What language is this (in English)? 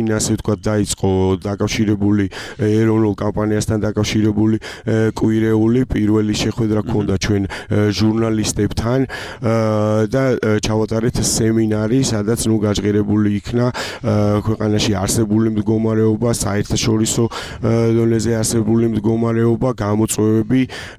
Georgian